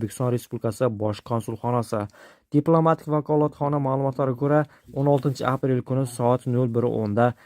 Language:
Uzbek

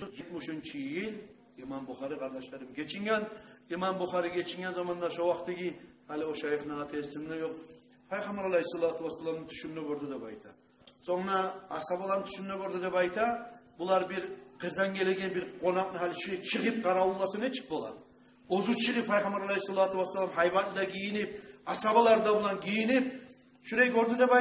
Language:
Kumyk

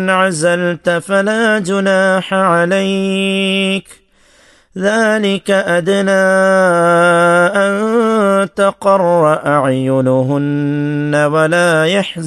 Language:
Malayalam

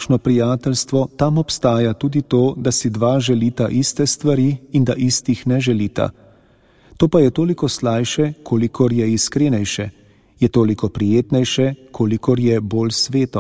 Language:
Slovenian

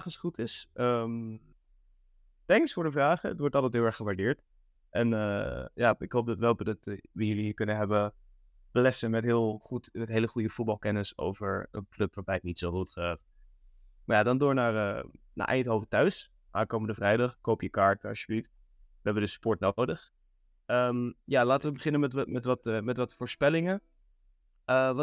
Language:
Dutch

